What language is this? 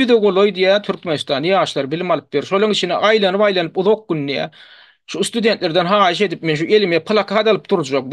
Turkmen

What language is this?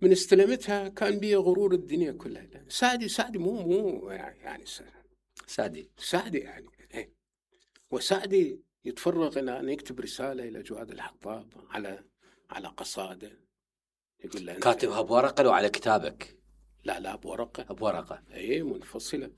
Mesopotamian Arabic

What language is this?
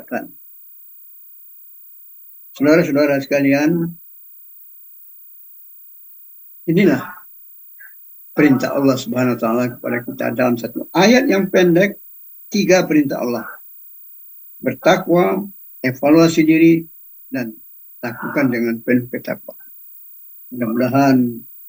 Indonesian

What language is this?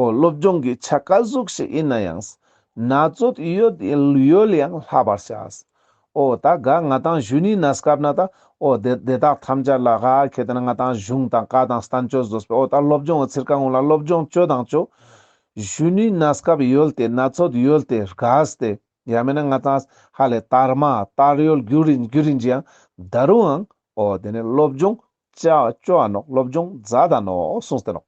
Ladakhi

